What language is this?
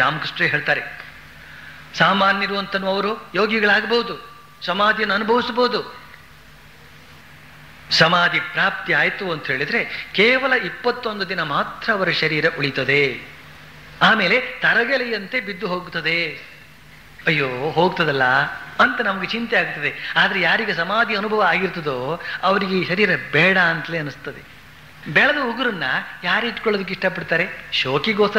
Kannada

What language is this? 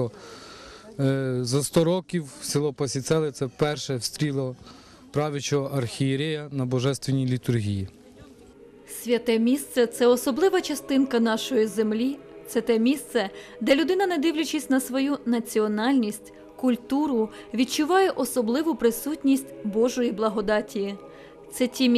Ukrainian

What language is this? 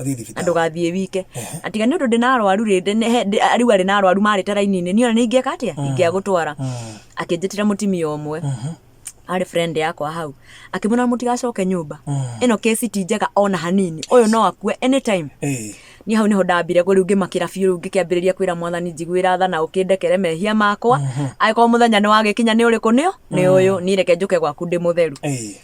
Kikuyu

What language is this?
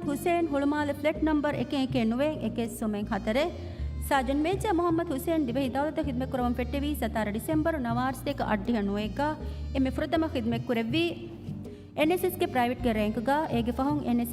Divehi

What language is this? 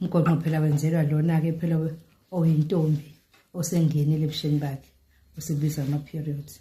Zulu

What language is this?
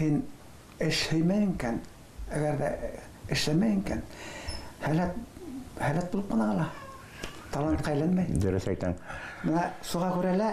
Bashkir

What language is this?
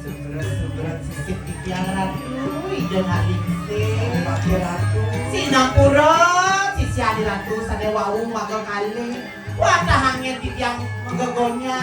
Balinese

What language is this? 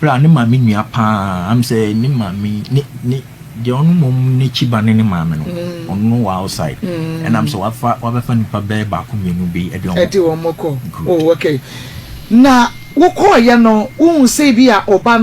Akan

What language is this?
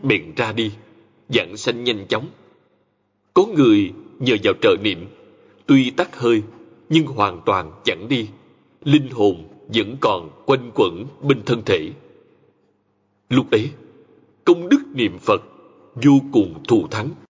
Vietnamese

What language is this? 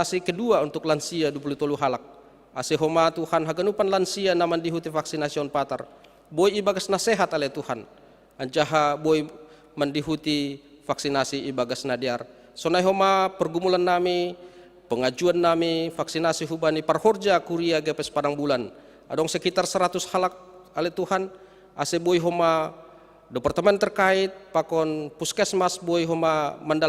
Batak Simalungun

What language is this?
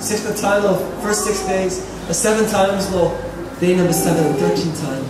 Tok Pisin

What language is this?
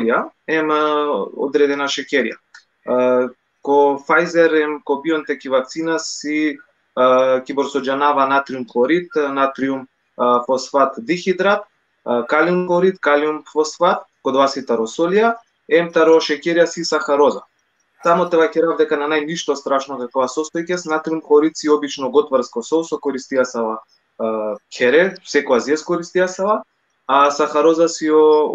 Balkan Romani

